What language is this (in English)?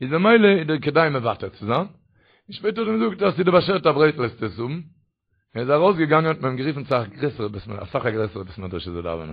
Yiddish